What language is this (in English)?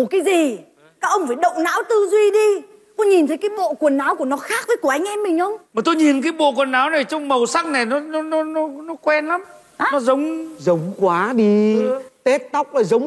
Vietnamese